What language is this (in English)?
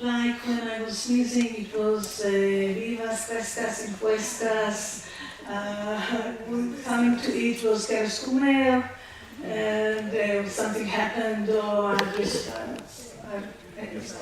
Ladino